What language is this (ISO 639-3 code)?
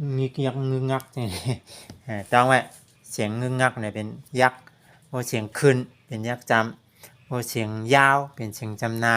shn